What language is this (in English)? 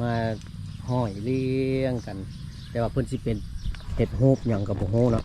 Lao